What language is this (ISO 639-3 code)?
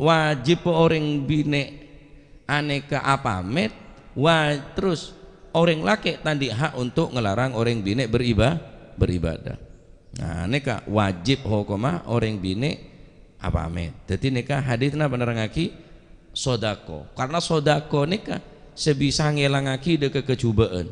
mad